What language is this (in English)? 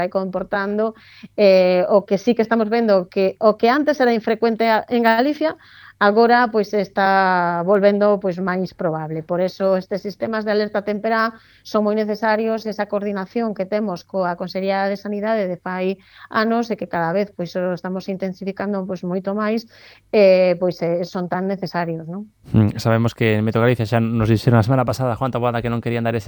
Galician